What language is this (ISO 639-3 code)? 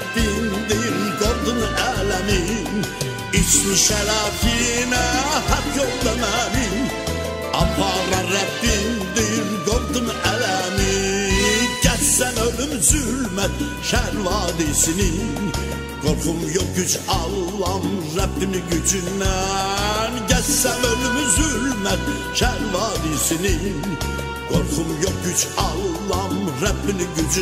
azb